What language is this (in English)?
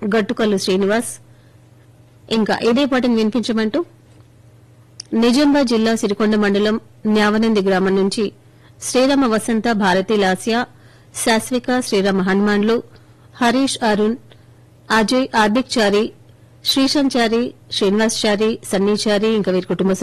Telugu